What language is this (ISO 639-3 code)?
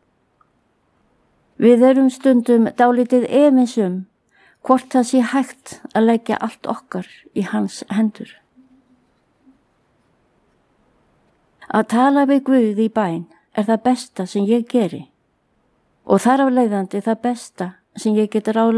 isl